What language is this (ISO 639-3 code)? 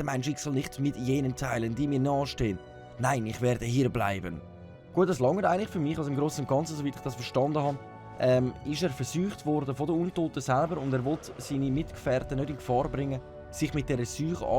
gsw